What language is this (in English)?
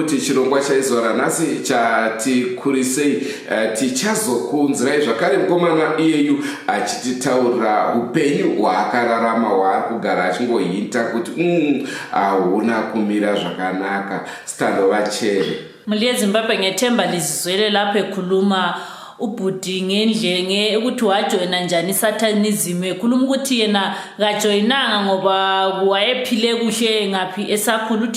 Shona